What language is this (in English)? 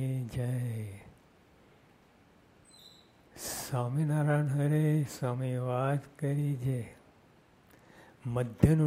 Gujarati